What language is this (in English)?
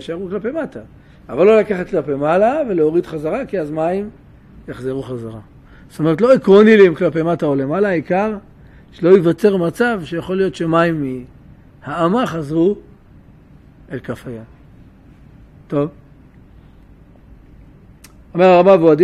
Hebrew